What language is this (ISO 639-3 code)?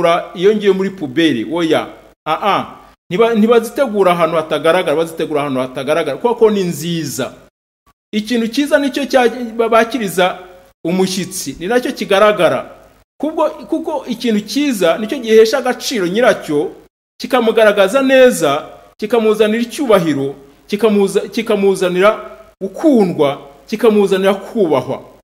kin